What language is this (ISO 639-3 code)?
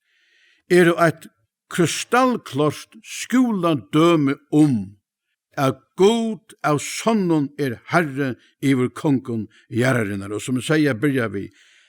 fao